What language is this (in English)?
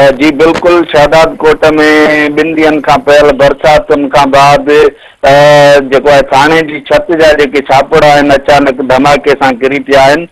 Sindhi